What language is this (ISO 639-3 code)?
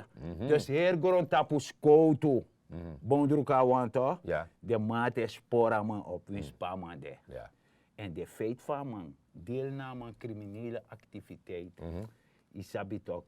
srn